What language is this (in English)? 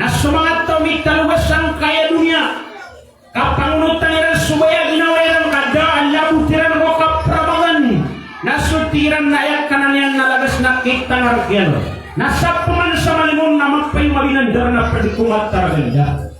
Maranao